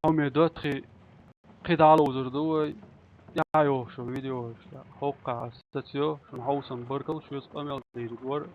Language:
Chechen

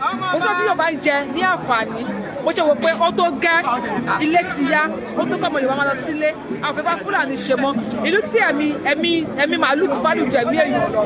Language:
Yoruba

